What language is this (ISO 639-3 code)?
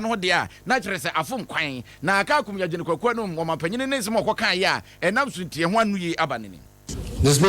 aka